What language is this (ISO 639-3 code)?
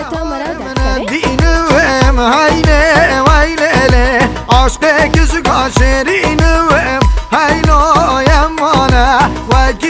kur